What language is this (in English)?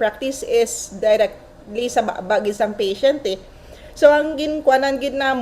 Hiligaynon